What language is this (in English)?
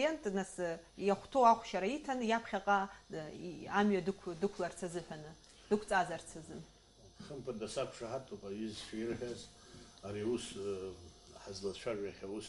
Abkhazian